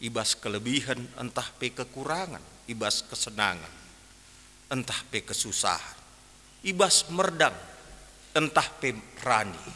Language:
Batak Karo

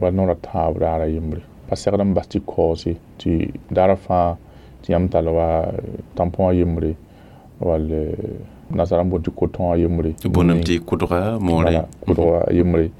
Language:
Mossi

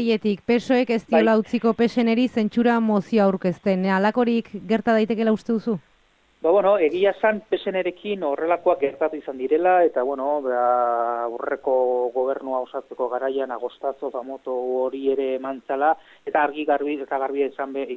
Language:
Basque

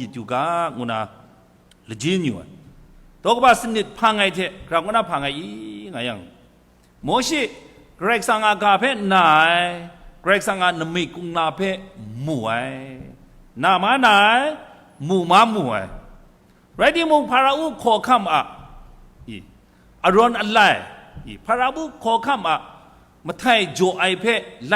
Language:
Kachin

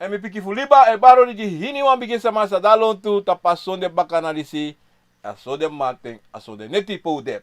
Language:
Sranan Tongo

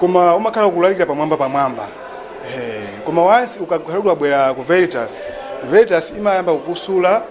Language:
Nyanja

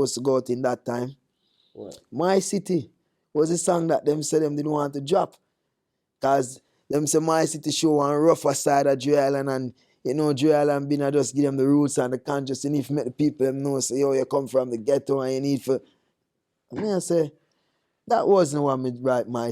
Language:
Jamaican Creole English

